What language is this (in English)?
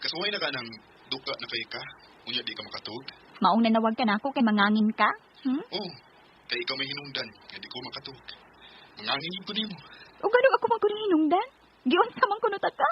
Cebuano